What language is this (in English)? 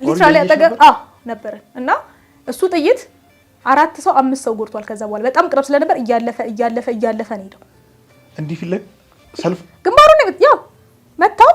Amharic